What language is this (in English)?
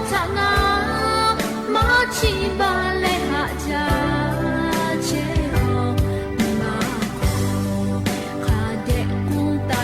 Lahu